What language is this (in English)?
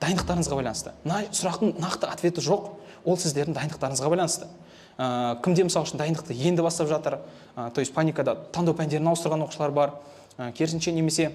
Kazakh